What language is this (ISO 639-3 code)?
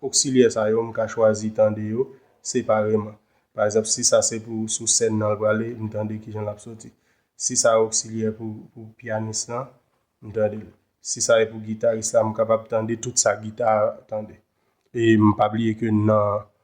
hat